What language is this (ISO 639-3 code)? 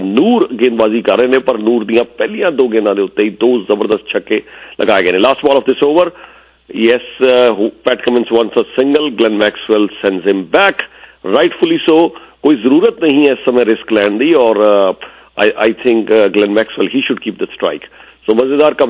pan